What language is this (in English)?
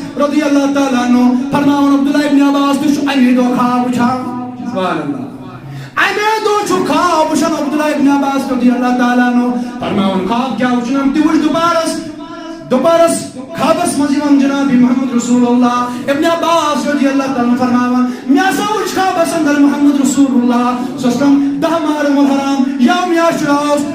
Kashmiri